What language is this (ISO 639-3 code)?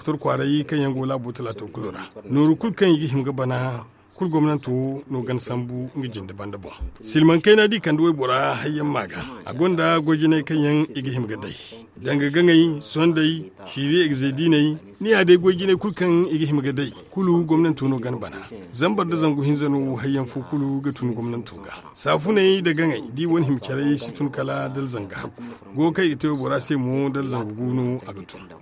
dje